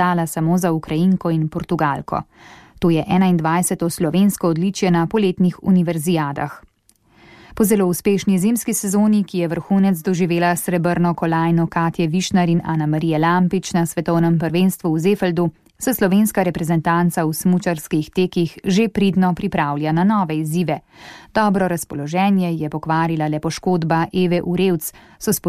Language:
Slovenian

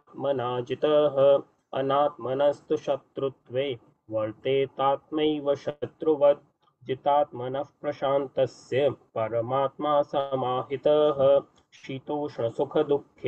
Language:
Sanskrit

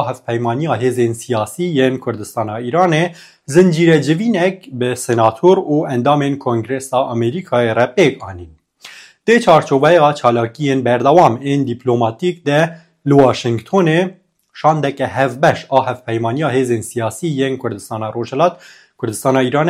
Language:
Kurdish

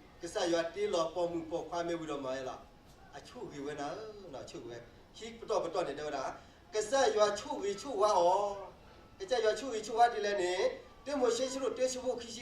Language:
S'gaw Karen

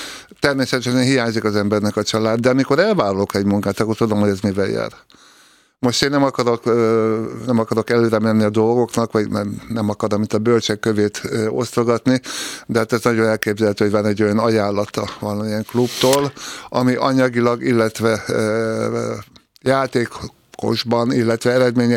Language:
Hungarian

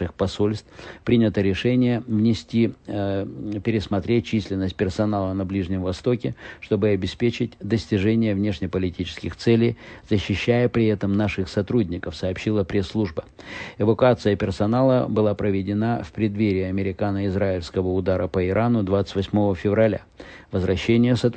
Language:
Russian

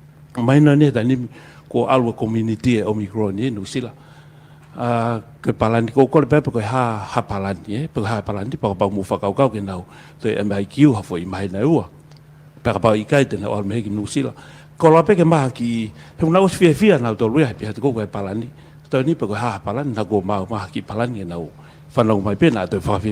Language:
Tongan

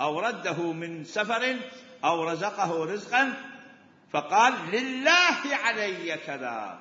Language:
Mesopotamian Arabic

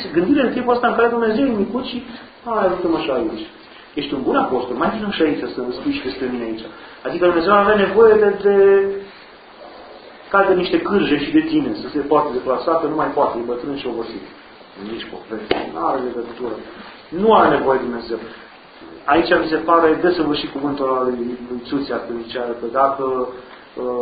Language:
Romanian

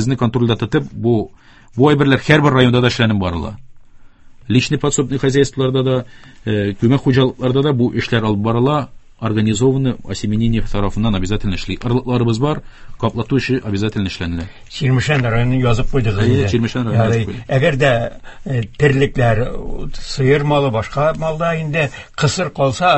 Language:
Tatar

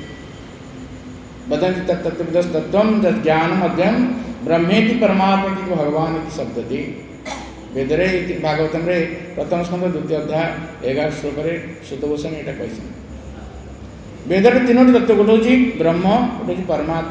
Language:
Odia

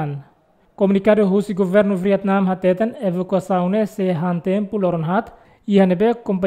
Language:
Tetum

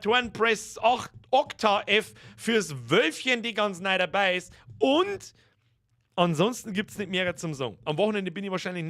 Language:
Bavarian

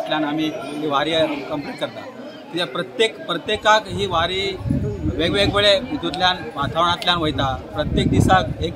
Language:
Konkani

